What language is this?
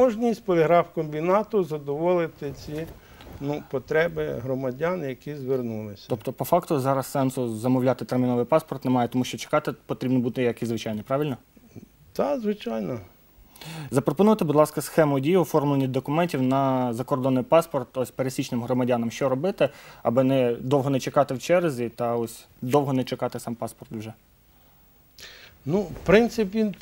Ukrainian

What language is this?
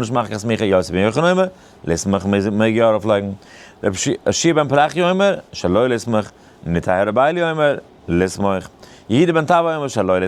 Yiddish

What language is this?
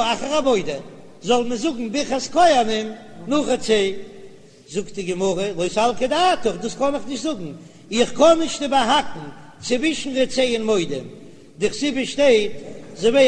Yiddish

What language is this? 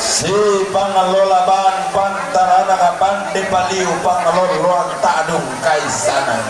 Toraja-Sa'dan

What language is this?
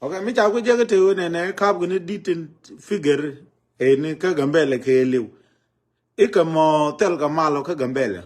Nuer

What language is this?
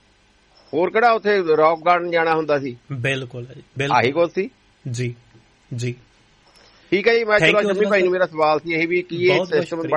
Punjabi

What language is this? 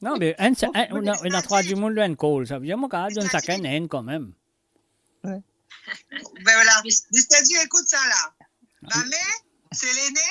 Morisyen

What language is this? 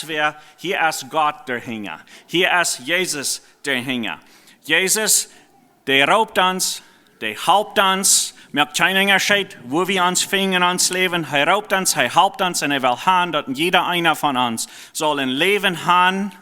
Plautdietsch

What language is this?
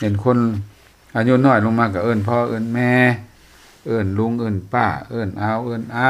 Lao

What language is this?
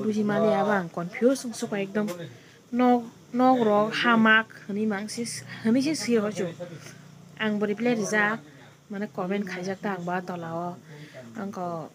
Kok Borok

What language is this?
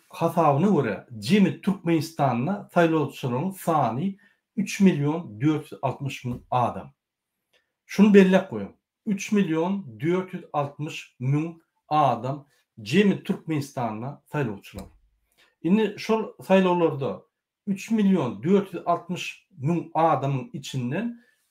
Turkmen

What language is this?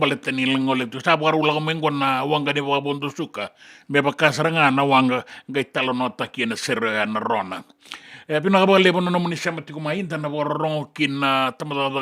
Fijian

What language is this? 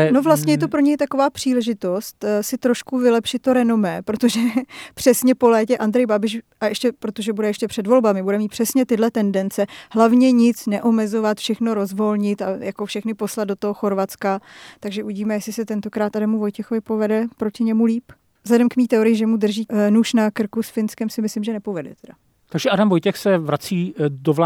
Czech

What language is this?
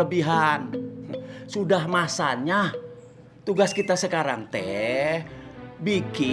Betawi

